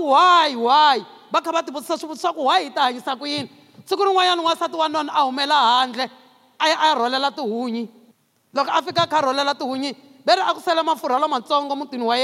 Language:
Tsonga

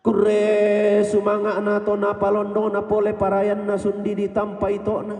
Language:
Toraja-Sa'dan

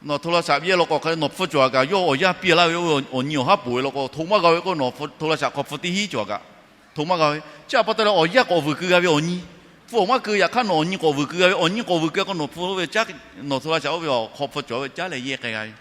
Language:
Lahu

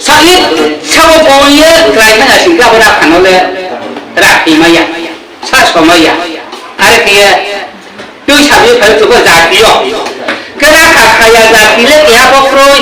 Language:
Riang (India)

